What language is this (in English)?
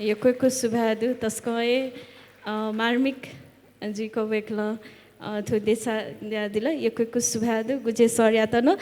Newari